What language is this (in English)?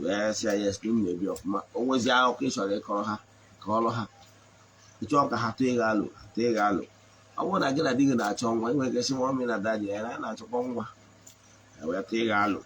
Igbo